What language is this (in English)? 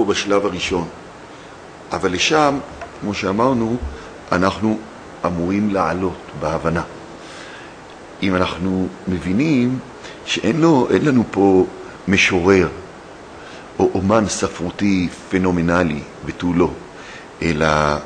Hebrew